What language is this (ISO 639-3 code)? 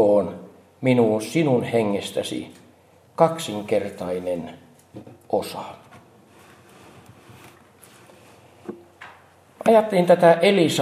fin